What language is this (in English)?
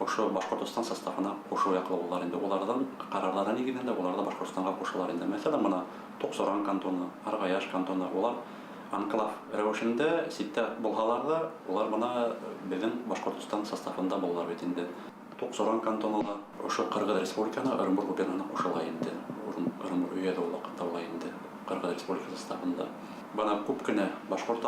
Bashkir